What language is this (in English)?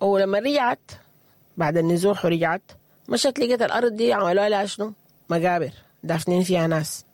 Sudanese Arabic